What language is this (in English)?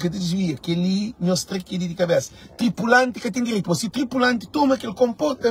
Kabuverdianu